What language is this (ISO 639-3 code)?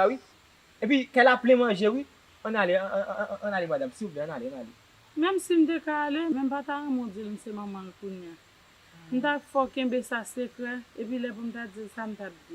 hat